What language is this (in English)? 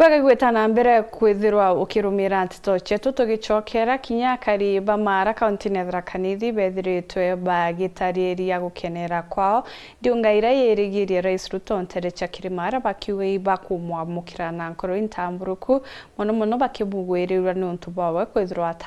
Meru